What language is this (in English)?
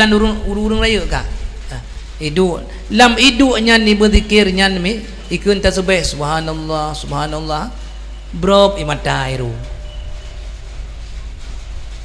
Achinese